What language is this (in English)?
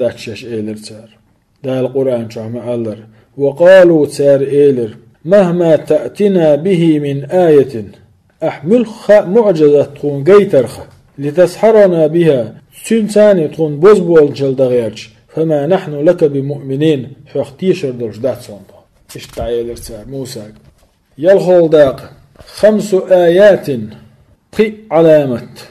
Chechen